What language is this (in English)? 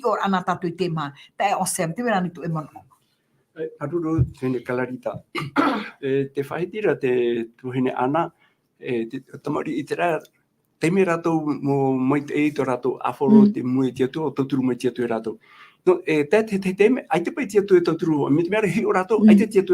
Tahitian